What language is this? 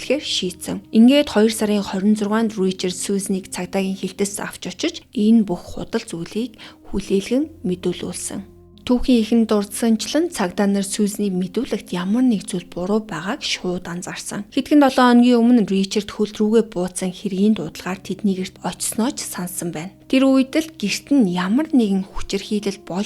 Mongolian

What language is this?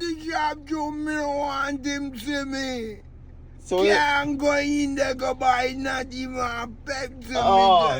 Jamaican Creole English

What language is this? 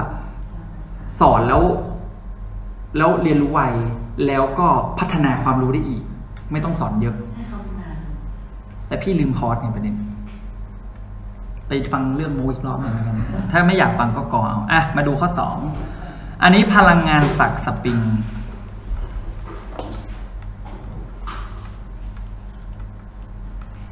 Thai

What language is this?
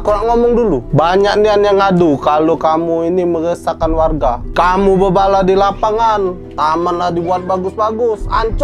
Musi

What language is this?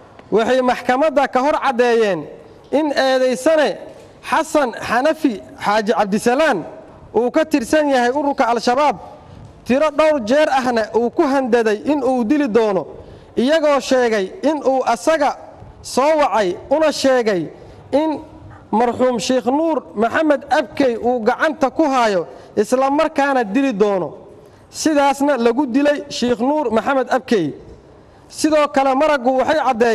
Somali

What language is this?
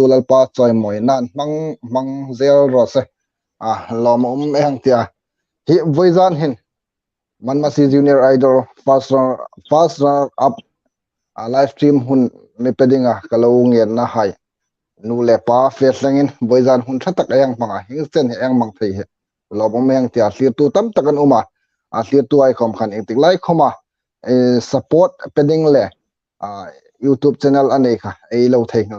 Hmar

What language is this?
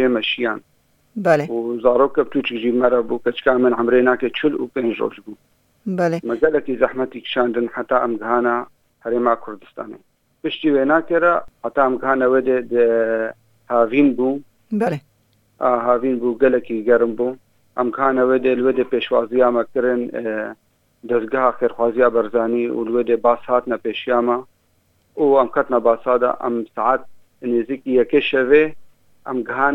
Kurdish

